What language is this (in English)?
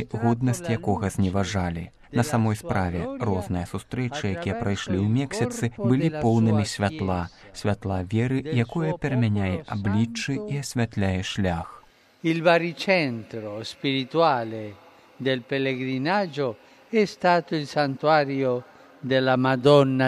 Belarusian